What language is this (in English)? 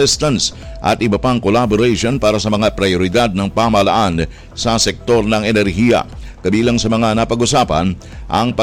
Filipino